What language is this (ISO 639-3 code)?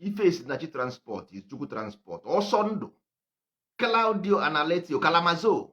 ibo